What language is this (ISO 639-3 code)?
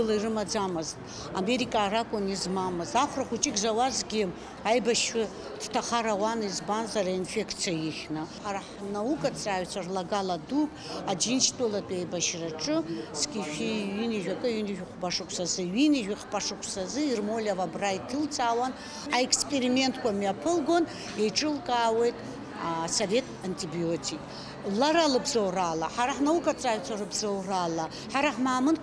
abk